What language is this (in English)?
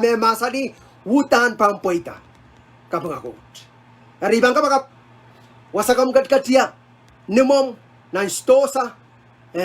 Pohnpeian